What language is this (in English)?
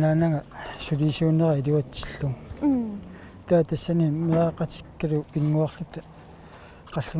Kalaallisut